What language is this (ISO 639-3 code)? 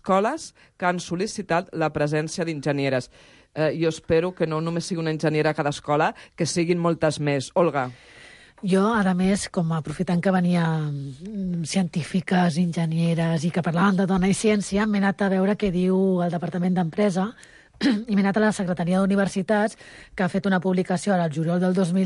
cat